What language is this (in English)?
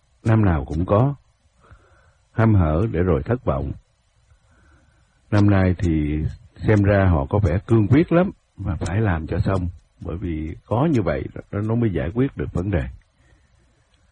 Vietnamese